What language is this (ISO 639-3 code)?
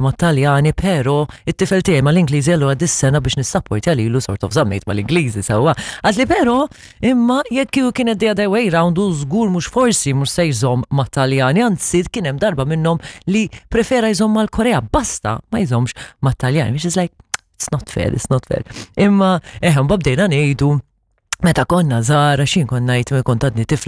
mlt